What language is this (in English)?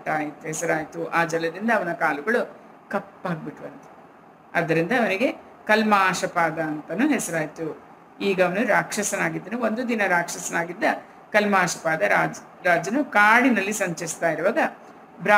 Kannada